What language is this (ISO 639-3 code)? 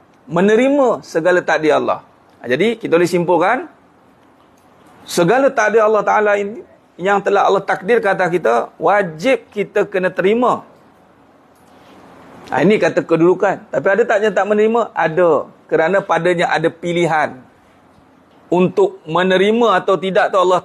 msa